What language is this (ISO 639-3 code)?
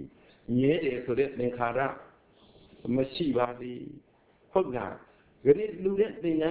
mya